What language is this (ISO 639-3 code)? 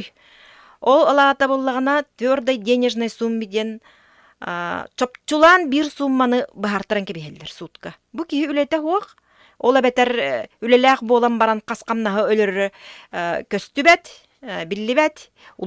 sah